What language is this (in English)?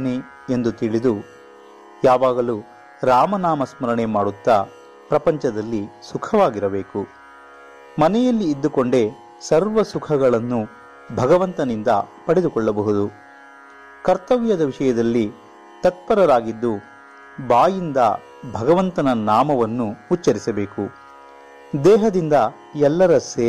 Kannada